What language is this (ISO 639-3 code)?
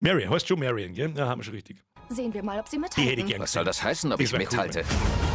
bar